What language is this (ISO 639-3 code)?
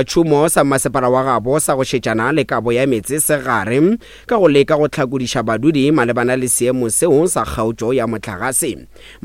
nso